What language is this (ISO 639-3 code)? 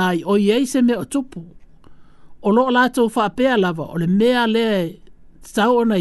smo